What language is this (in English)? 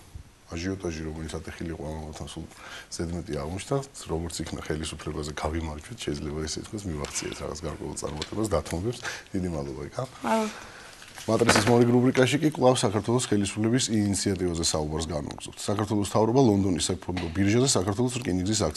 Georgian